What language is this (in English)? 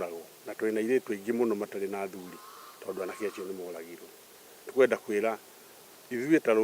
Kikuyu